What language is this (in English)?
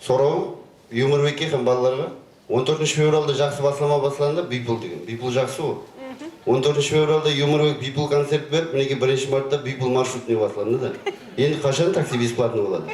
Kara-Kalpak